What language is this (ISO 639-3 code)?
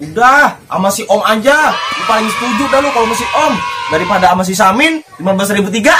bew